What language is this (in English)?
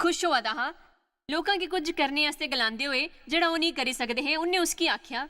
Dogri